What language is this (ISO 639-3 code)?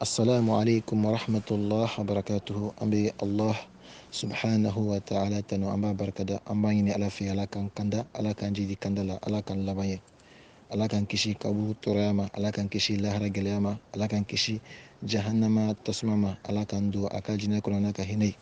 bam